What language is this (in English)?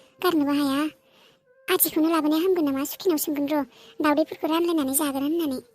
Bodo